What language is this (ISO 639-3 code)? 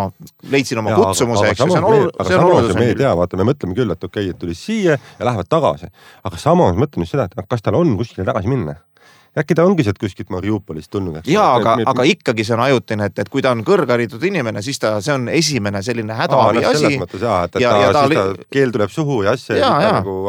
est